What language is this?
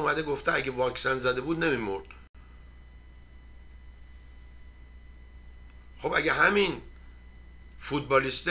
Persian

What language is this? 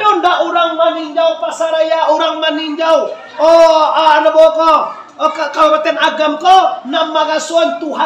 Minangkabau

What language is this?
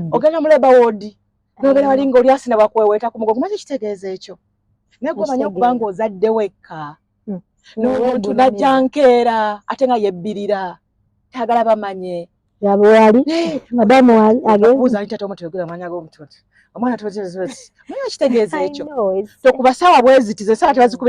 Ganda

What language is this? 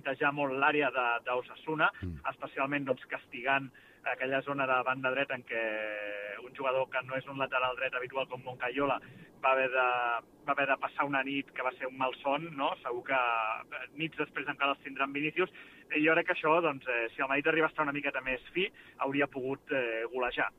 Catalan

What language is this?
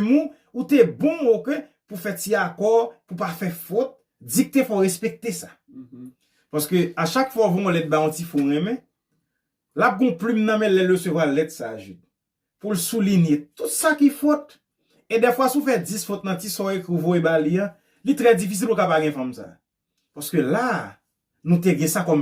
Haitian Creole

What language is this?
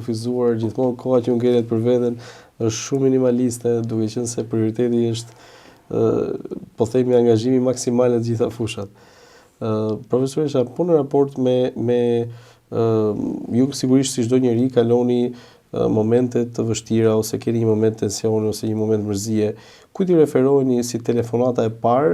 Albanian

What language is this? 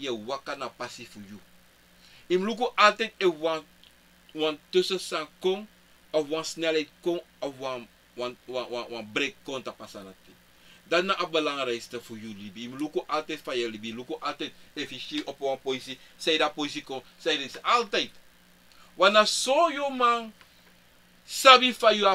Sranan Tongo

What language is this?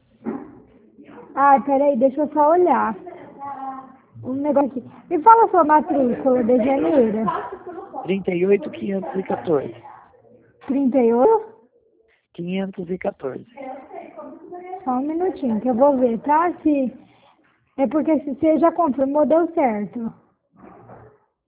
Portuguese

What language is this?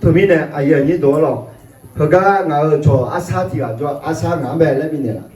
Akha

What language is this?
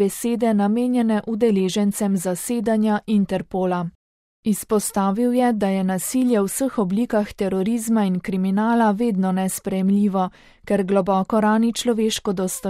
Slovenian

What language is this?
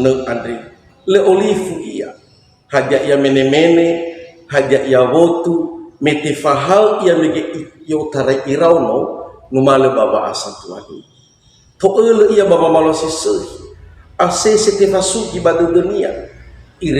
Nias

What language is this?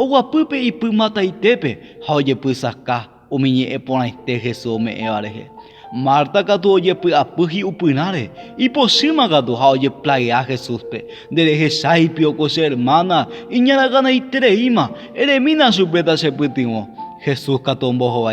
Guarani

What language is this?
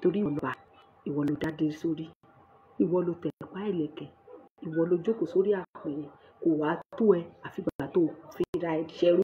Yoruba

